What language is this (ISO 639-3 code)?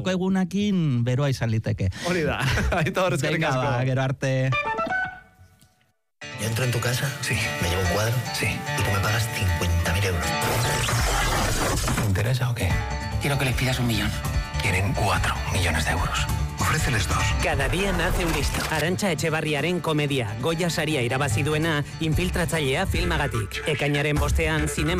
eus